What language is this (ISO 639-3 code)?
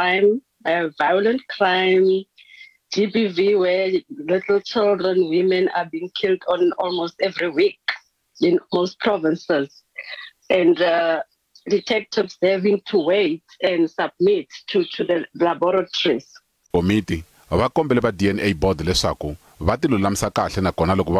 tso